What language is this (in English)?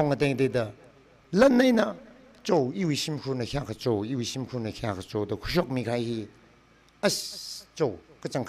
Tangkhul Naga (India)